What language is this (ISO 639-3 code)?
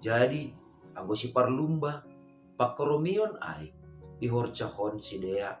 bts